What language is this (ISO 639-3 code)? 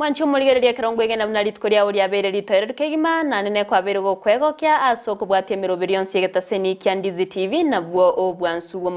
guz